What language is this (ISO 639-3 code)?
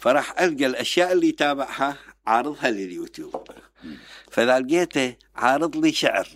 acm